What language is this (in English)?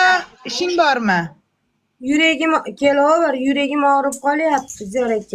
Uzbek